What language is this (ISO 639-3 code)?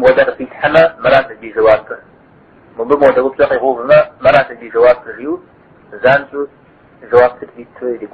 kbd